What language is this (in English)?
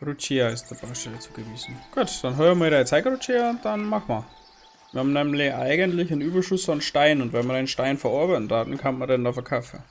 Bavarian